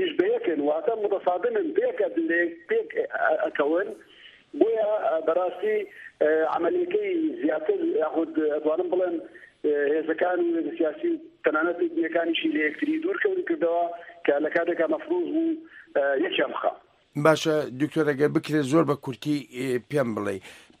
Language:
Central Kurdish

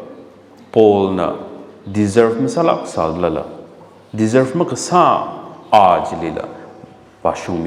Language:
Tangkhul Naga (India)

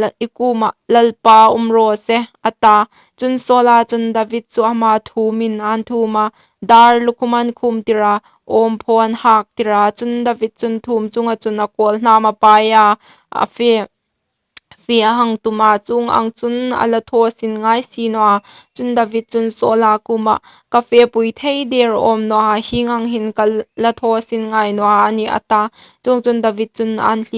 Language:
Hmar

